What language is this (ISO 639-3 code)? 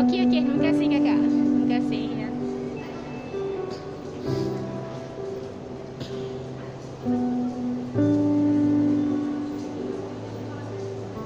msa